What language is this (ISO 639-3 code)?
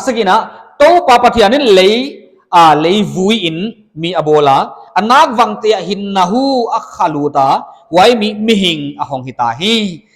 pck